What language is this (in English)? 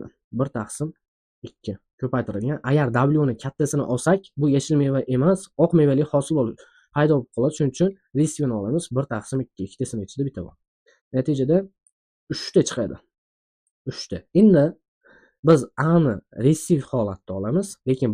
Uzbek